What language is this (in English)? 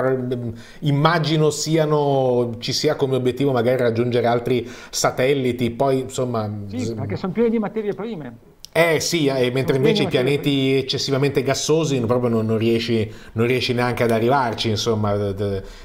Italian